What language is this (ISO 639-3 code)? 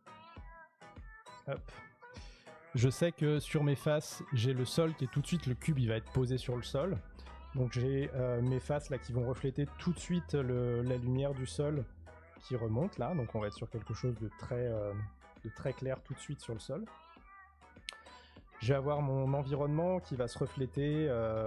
fra